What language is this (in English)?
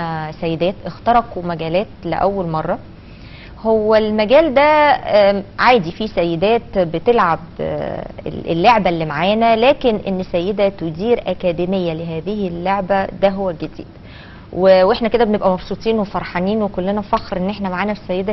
Egyptian Arabic